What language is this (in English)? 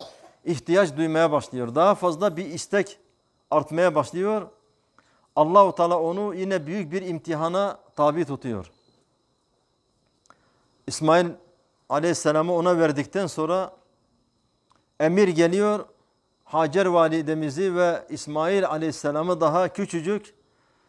Turkish